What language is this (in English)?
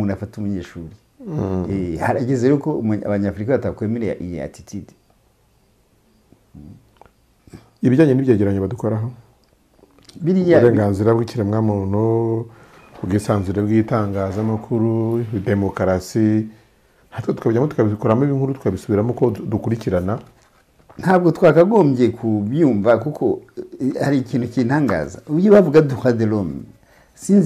Kinyarwanda